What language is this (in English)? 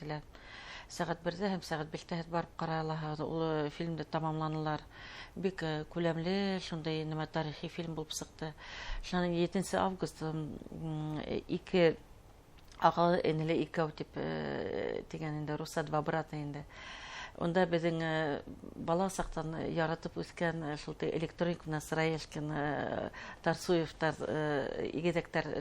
Bashkir